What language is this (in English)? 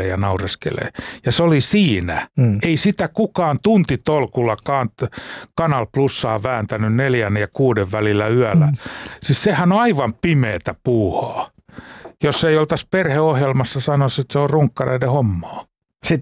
Finnish